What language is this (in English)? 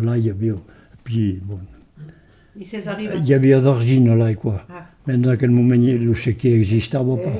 Occitan